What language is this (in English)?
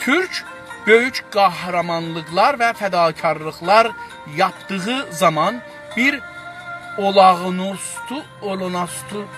South Azerbaijani